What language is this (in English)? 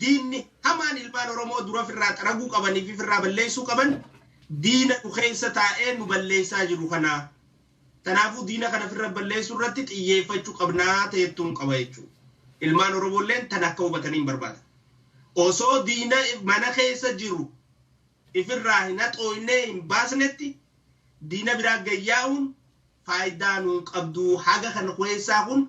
Oromo